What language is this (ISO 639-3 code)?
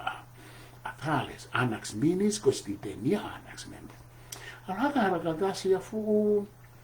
ton